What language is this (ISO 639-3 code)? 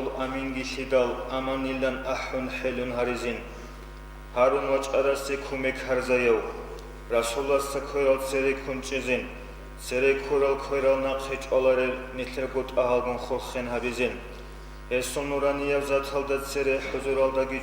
ava